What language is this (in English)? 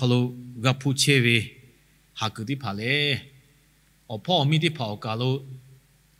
Lahu